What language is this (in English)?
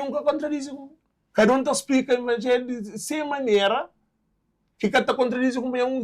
Kabuverdianu